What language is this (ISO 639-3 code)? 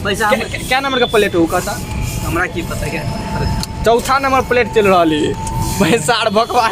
mai